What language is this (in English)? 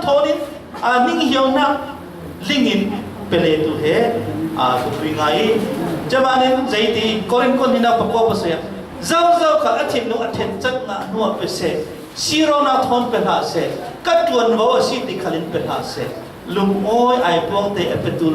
Falam Chin